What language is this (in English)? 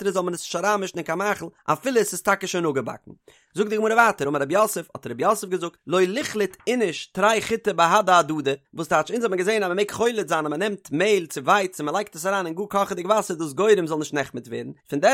Yiddish